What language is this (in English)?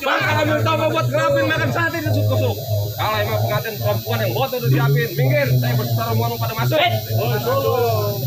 Betawi